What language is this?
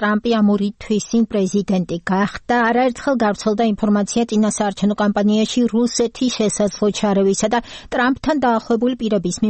Georgian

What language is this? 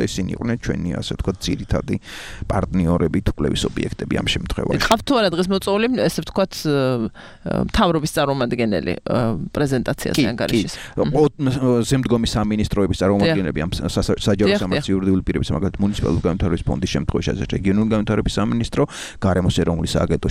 Georgian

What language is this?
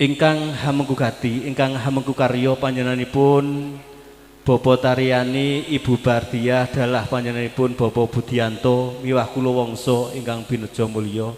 Javanese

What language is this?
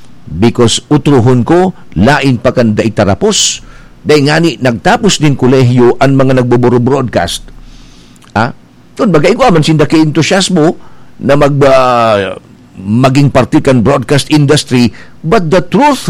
Bikol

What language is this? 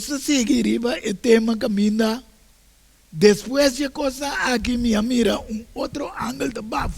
Papiamento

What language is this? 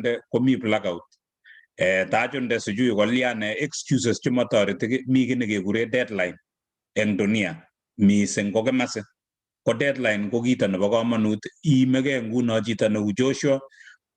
Kalenjin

